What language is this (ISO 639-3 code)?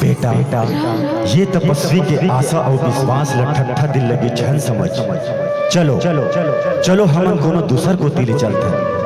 hne